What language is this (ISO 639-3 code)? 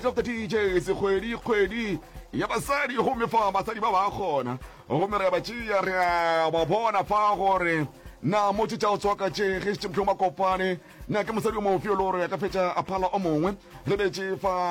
nso